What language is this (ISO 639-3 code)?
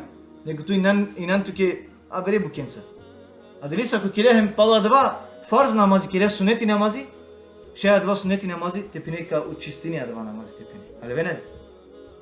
rmn